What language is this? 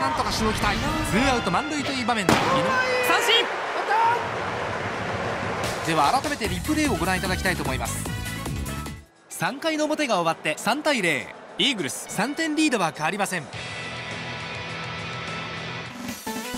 Japanese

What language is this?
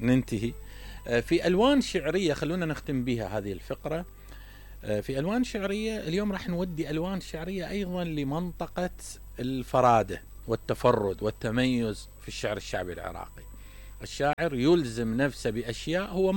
Mesopotamian Arabic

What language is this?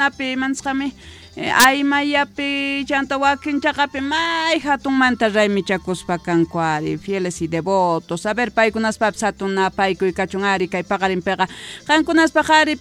Quechua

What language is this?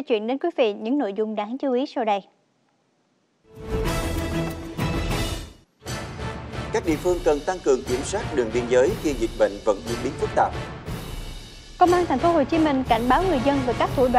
Vietnamese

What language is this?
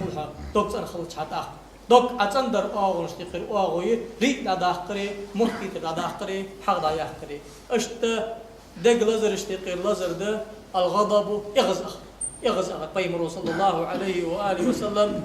Ingush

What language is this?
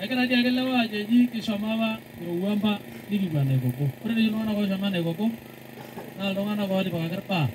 Masai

